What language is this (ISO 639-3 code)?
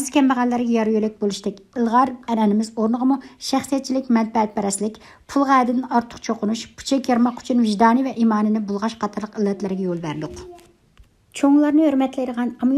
uig